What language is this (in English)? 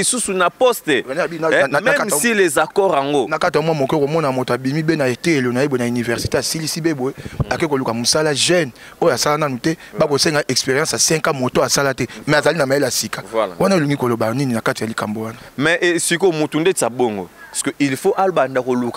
Lingala